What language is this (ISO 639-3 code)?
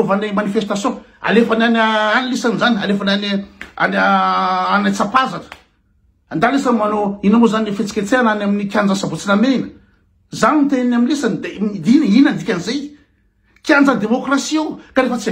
mlg